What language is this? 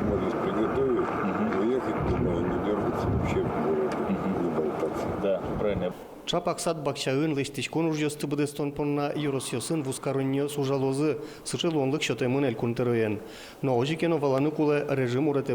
Udmurt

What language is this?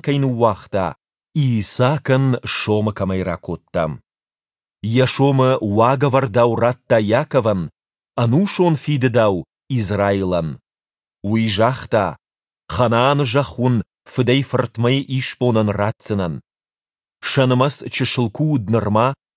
Ossetic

